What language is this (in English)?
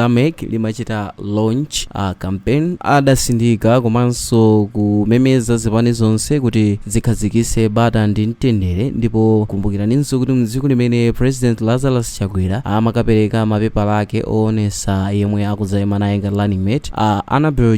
Nyanja